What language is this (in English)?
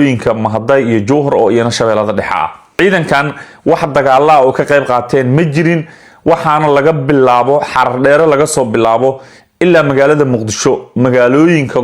Somali